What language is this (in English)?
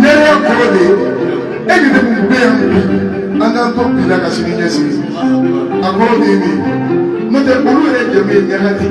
Bambara